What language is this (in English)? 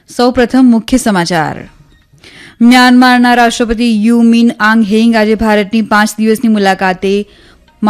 Gujarati